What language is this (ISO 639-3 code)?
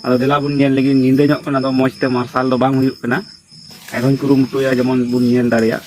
sat